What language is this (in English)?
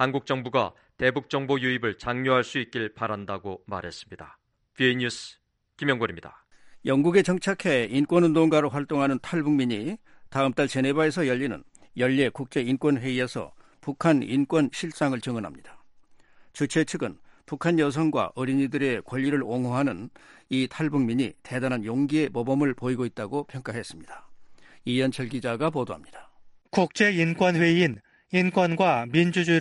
Korean